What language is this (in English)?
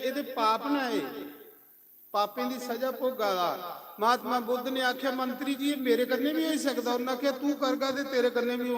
Dogri